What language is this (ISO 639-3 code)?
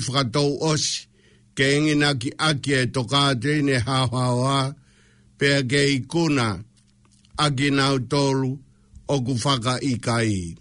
ton